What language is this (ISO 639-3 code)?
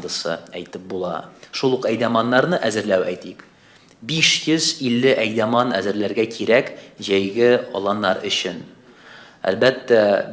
tat